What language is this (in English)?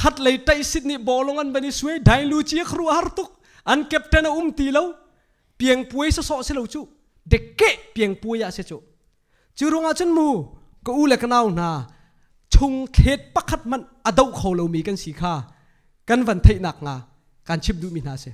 Hakha Chin